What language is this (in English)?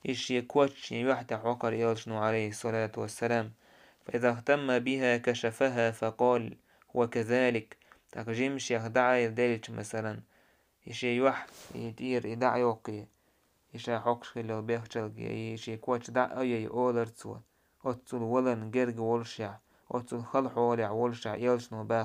Chechen